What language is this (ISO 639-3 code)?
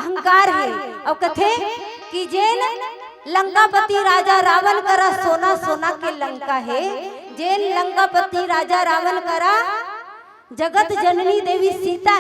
hne